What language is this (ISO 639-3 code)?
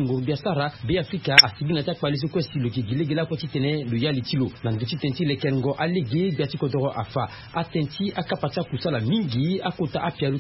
sag